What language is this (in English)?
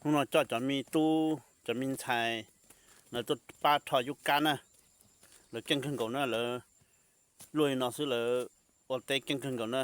Hmong